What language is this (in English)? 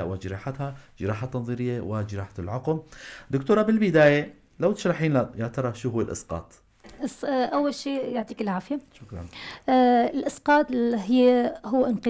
North Levantine Arabic